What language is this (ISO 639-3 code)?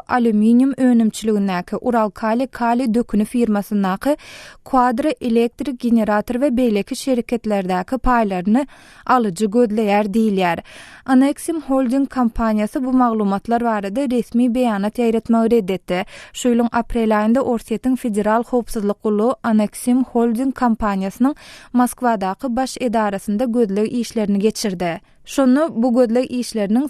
tuk